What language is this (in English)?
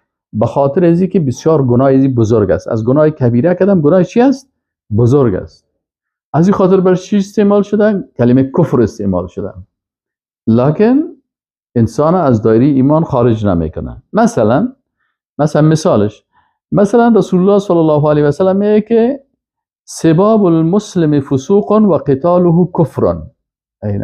Persian